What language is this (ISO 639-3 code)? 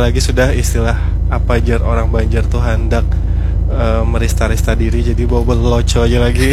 bjn